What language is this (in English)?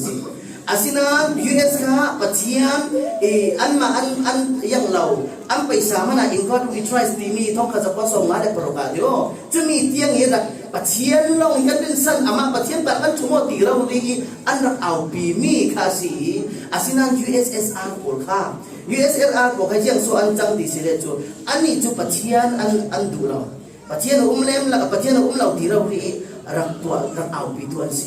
Falam Chin